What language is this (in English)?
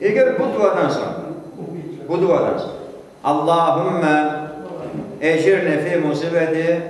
Crimean Tatar